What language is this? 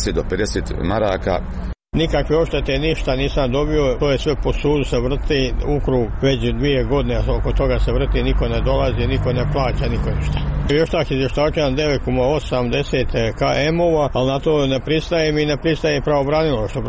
Serbian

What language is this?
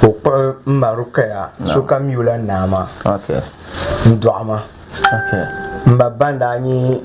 Dagbani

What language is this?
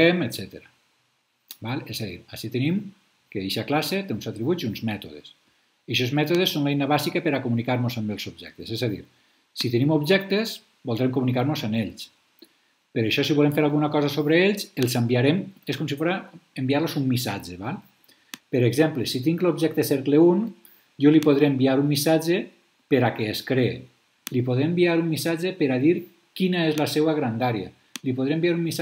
Catalan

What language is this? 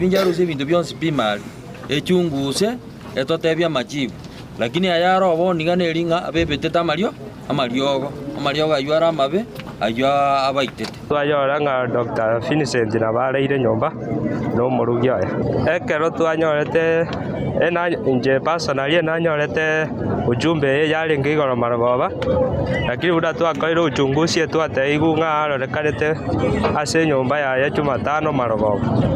Gusii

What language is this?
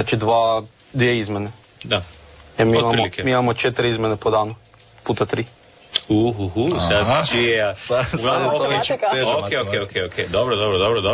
Croatian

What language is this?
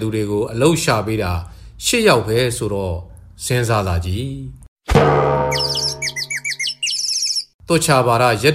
Burmese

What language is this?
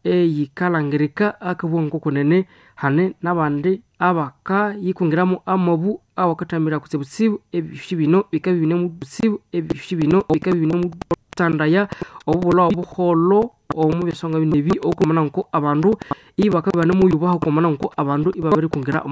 Nande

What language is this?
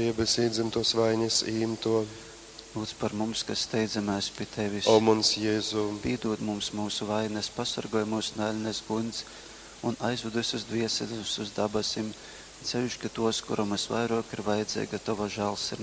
Latgalian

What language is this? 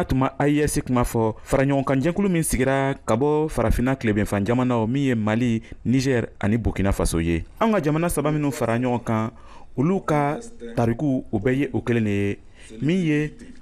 Bambara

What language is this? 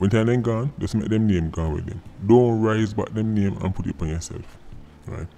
Jamaican Creole English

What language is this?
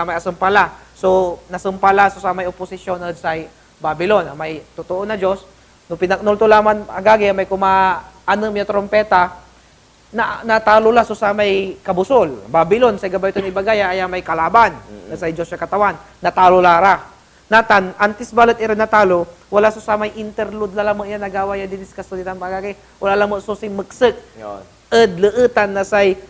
Pangasinan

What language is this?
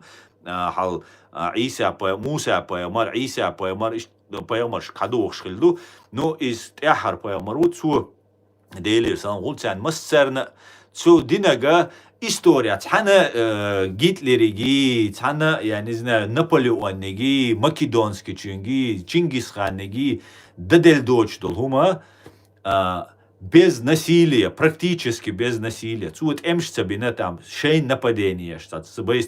Chechen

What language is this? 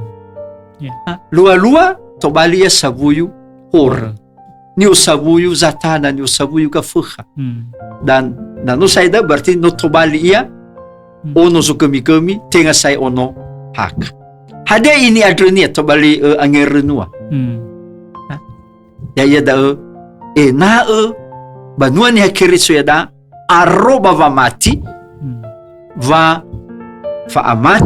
Nias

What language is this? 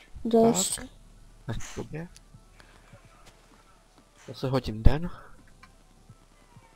Czech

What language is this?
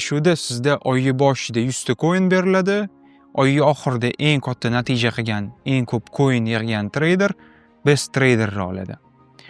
Uzbek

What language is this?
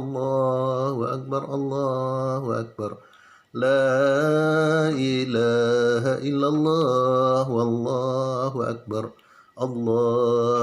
Minangkabau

